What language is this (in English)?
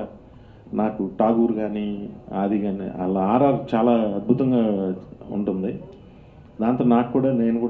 Telugu